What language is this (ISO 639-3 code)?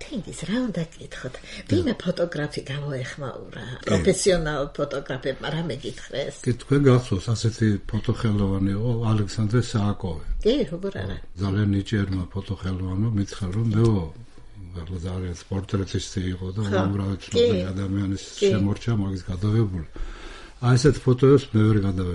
kat